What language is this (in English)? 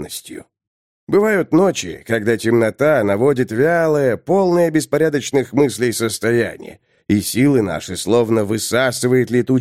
Russian